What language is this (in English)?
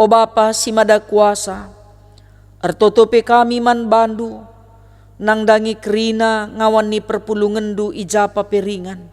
Batak Karo